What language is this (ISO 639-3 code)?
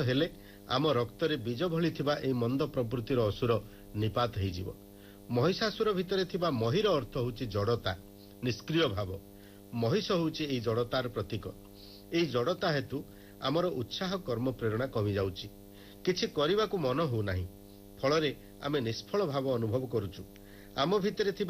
ori